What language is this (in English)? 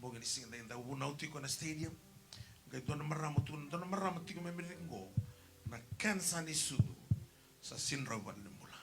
Fijian